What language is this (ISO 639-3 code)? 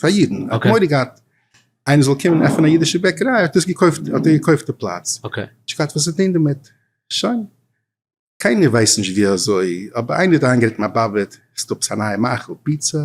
yid